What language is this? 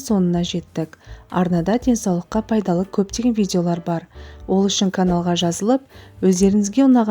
Kazakh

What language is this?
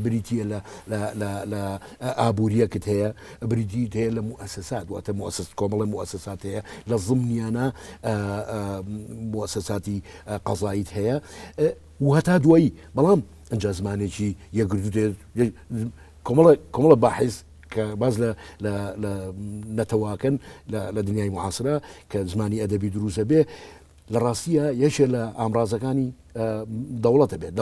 Central Kurdish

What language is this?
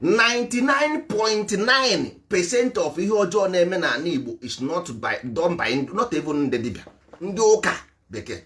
Igbo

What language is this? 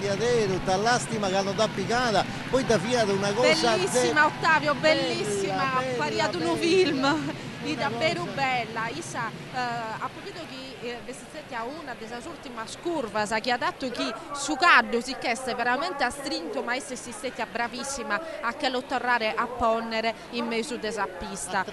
Sardinian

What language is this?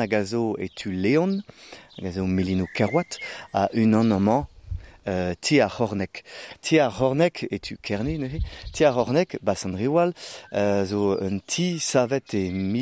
Breton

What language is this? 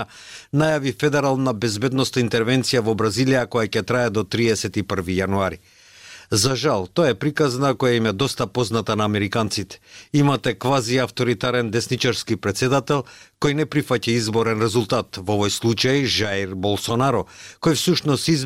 Macedonian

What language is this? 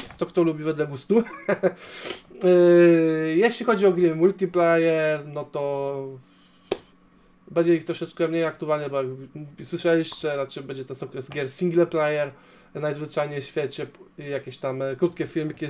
Polish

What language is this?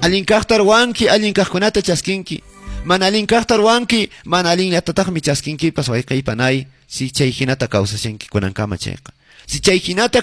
Quechua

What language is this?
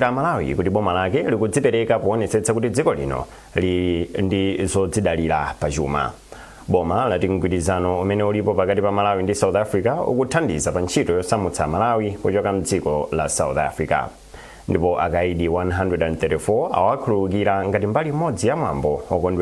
Nyanja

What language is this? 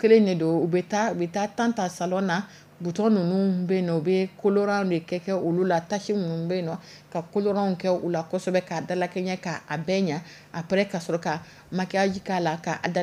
Dyula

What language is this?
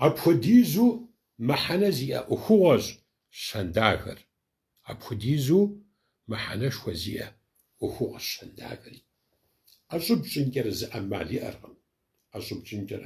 Kabardian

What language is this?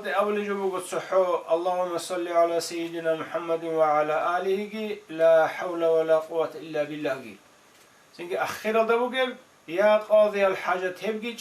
Avaric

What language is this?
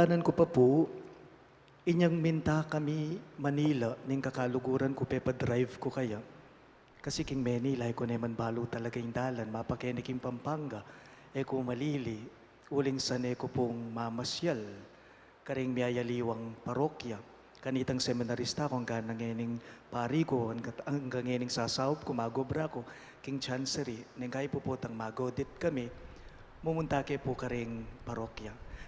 Pampanga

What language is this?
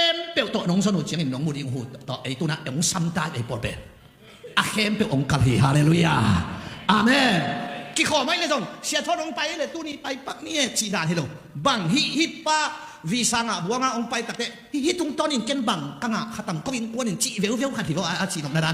Tedim Chin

